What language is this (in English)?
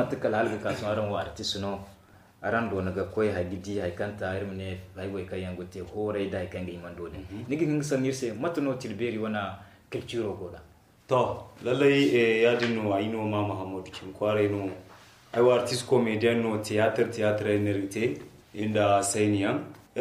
Zarma